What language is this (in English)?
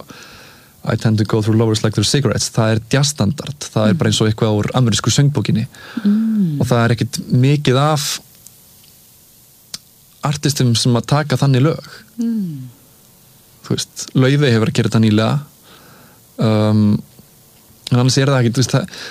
Icelandic